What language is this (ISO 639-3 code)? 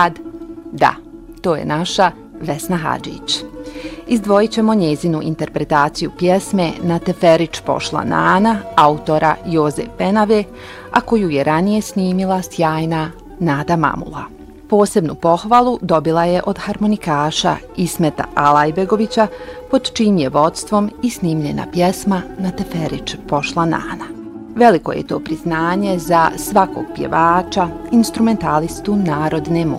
bos